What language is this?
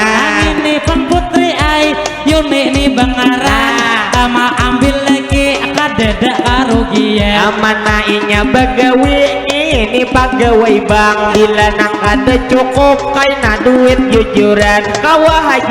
Banjar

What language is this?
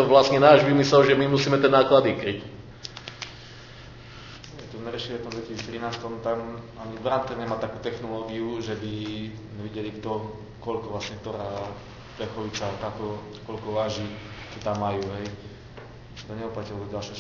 Slovak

